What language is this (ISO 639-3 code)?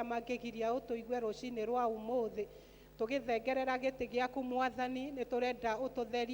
kik